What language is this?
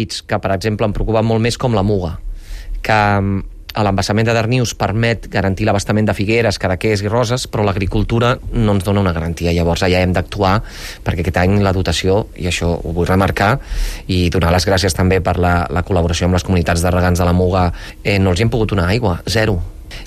Catalan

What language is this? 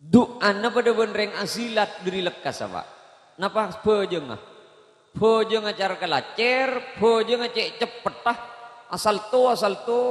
Madurese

